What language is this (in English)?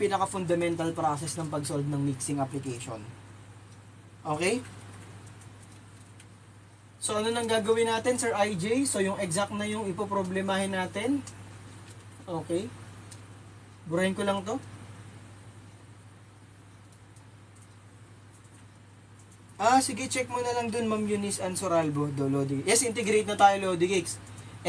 Filipino